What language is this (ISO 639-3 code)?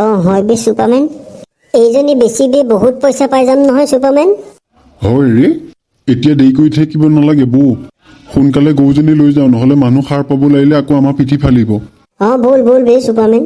asm